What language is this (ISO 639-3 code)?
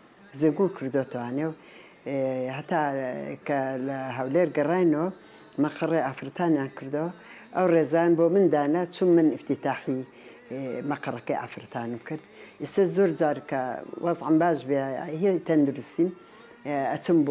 ckb